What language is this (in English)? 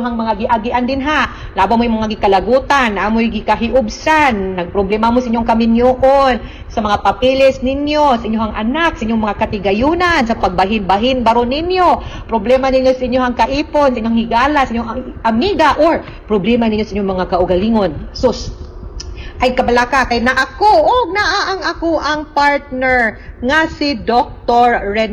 Cebuano